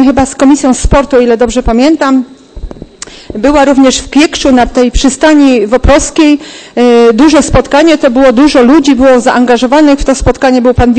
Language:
Polish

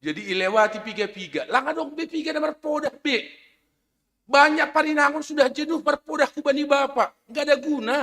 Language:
Batak Simalungun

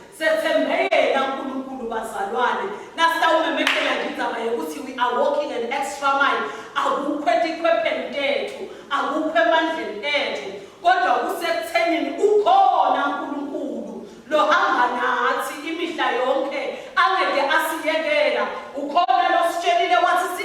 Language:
Swati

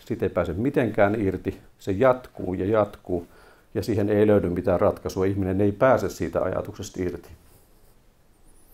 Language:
Finnish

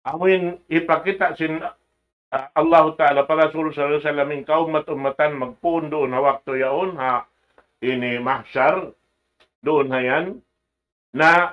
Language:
Tausug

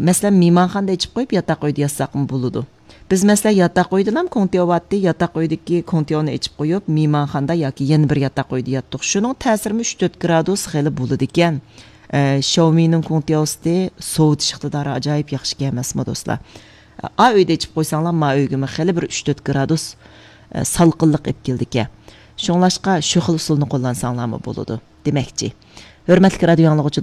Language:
Uyghur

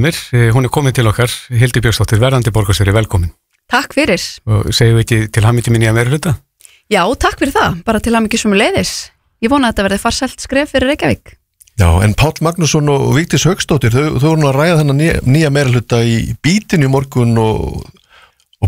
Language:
Icelandic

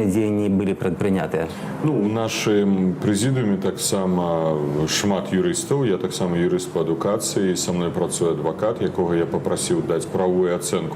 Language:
Belarusian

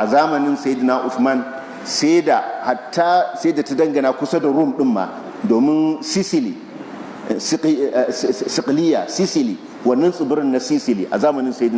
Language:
Hausa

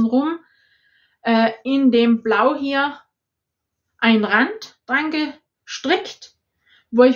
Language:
German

